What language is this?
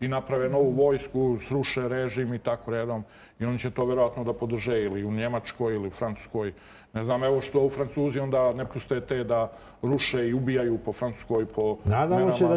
Serbian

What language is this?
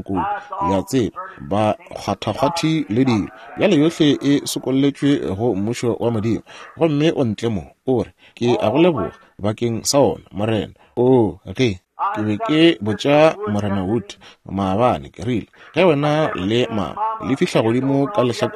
Northern Sotho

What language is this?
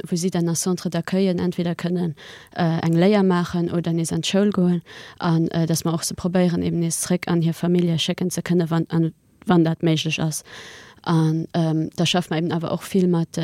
Luxembourgish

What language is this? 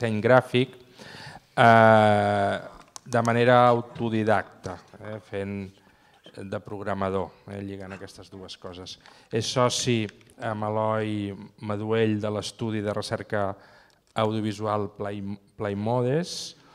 Catalan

